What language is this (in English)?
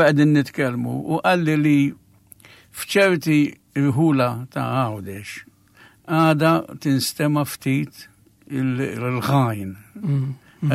Maltese